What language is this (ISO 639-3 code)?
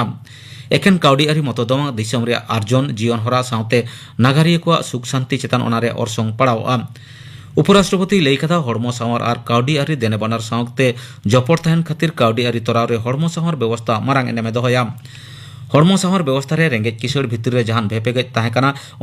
sat